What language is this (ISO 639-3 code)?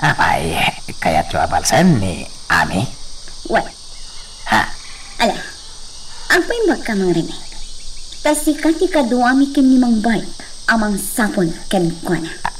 ilo